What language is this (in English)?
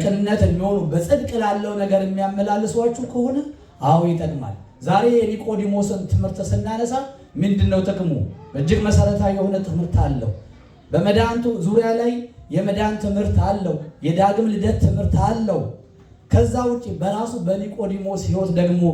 Amharic